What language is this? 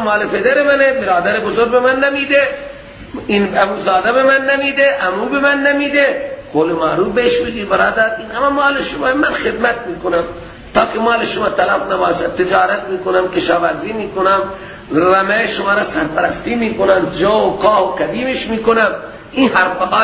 Persian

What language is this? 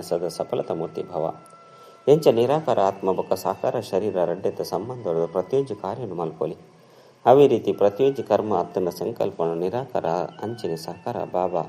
Tulu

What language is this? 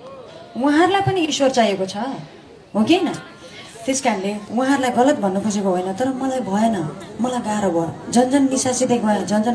Nepali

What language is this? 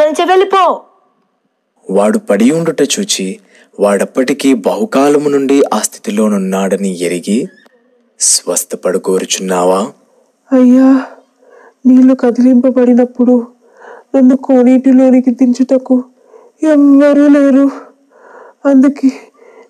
Telugu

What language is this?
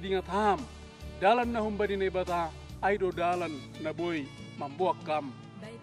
Batak Simalungun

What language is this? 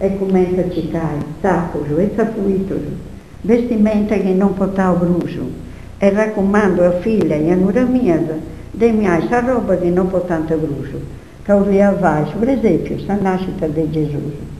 Sardinian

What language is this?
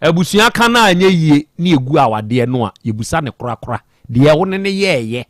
Akan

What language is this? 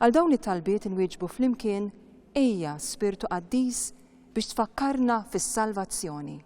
Maltese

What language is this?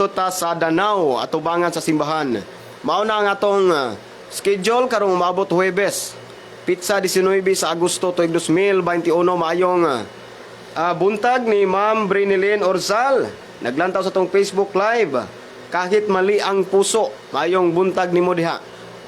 Cebuano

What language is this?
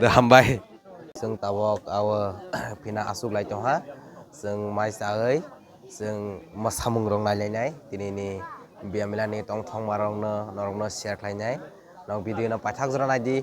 Kok Borok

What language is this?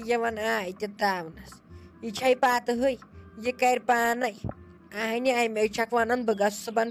Kashmiri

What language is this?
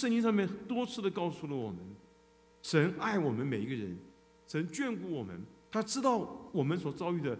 Chinese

